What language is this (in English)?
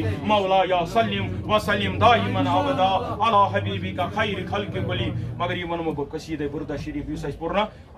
Kashmiri